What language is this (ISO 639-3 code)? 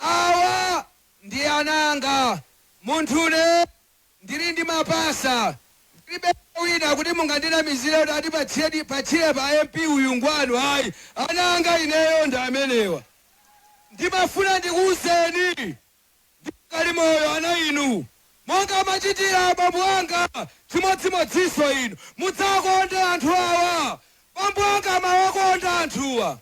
nya